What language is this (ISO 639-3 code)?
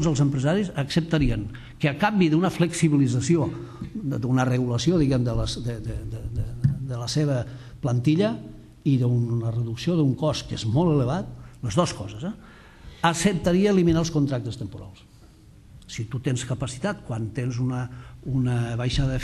cat